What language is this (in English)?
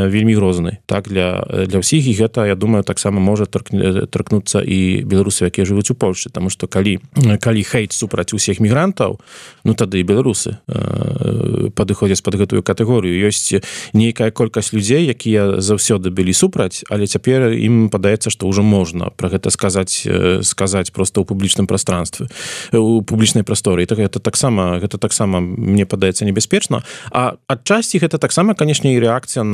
Belarusian